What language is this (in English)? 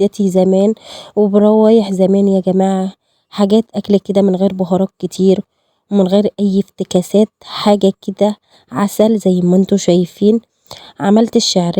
Egyptian Arabic